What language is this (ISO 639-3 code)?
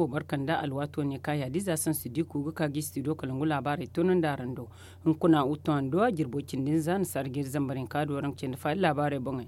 dje